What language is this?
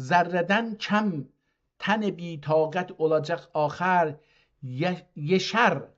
South Azerbaijani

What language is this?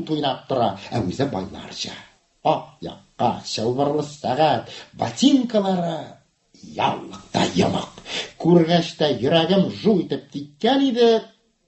Tatar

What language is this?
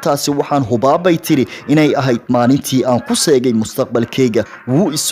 Somali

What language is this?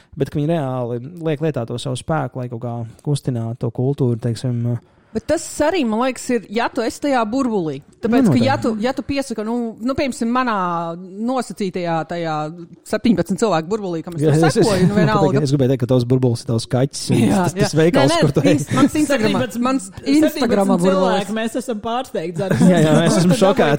Latvian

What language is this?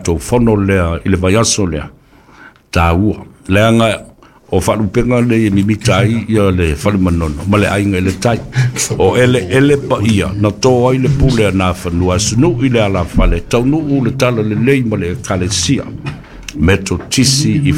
Samoan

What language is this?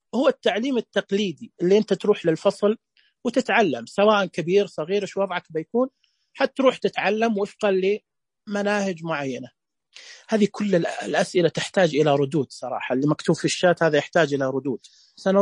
Najdi Arabic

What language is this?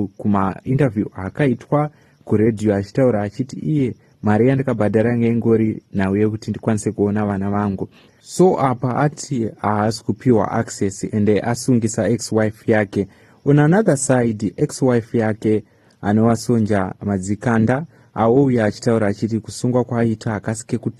Shona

